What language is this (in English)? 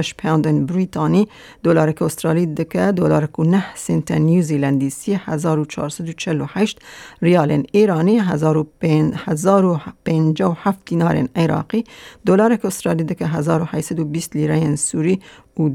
Kurdish